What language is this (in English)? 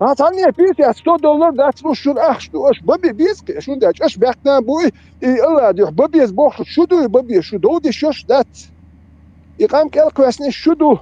Chechen